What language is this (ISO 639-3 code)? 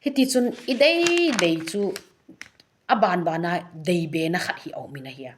tcz